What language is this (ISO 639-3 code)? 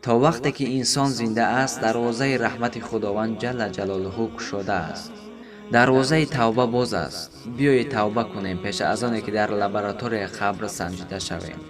tgk